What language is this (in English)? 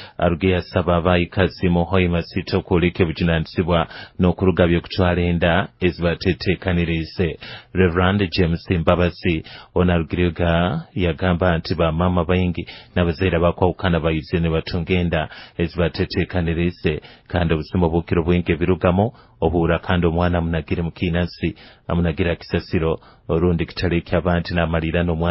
Nyoro